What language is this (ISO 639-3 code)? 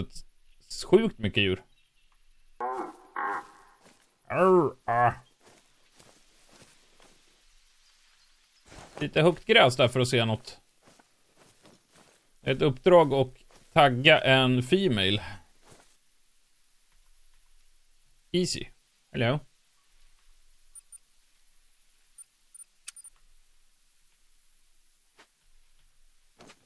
swe